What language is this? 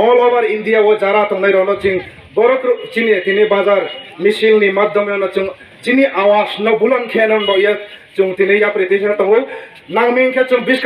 Kok Borok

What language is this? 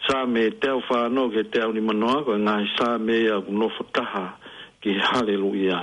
Tongan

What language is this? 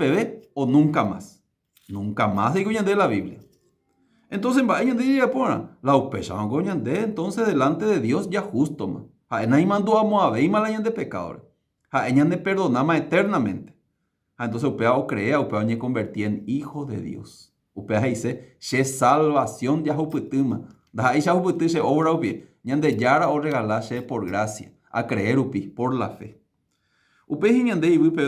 Guarani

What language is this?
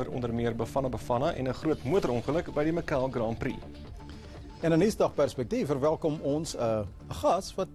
Afrikaans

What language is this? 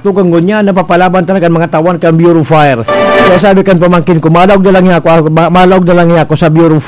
Bikol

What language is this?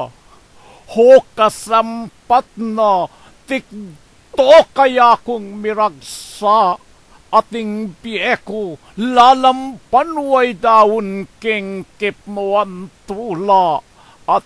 Pampanga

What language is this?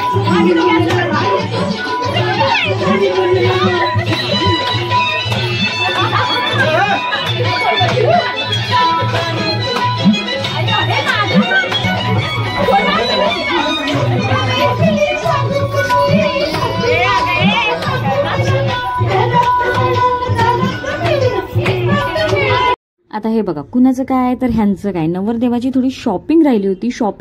Marathi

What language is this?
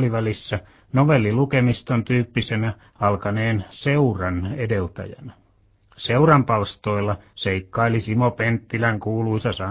Finnish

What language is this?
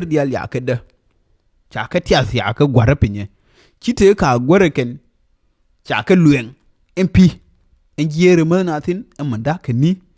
Nuer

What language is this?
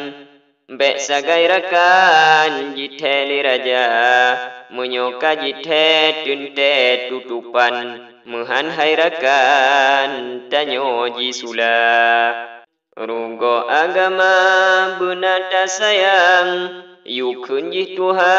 Achinese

